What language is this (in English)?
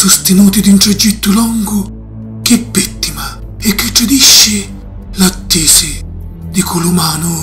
Sicilian